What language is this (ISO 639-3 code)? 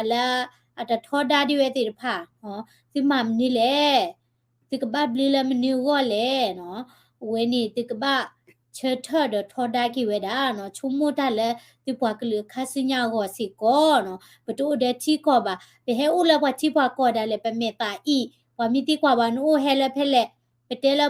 ksw